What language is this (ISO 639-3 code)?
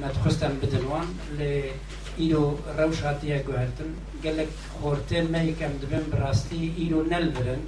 kur